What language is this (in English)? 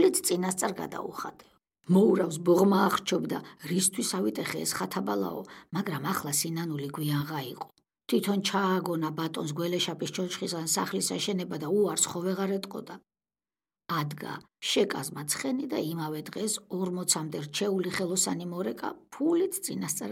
Georgian